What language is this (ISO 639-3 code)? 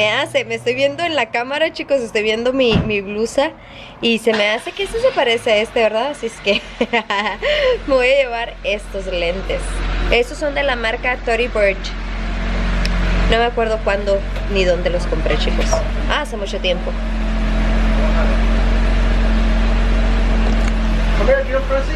spa